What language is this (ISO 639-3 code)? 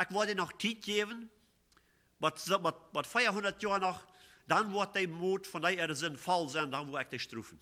pdt